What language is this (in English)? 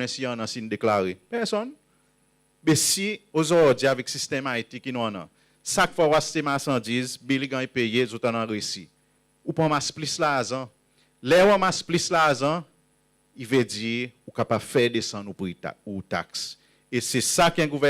Seselwa Creole French